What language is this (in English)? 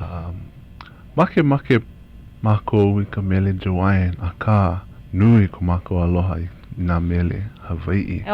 Hawaiian